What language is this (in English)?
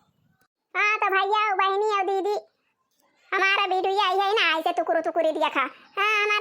Awadhi